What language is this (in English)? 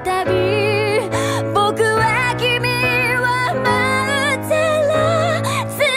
Japanese